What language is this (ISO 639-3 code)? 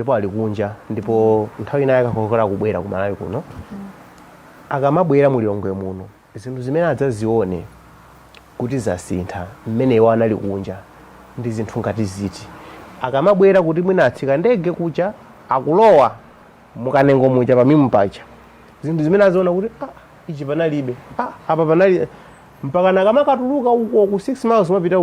nya